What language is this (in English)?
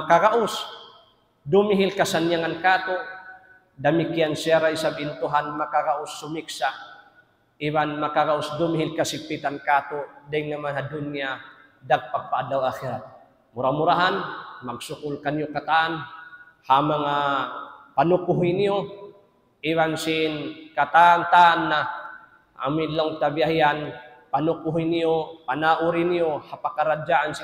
Tausug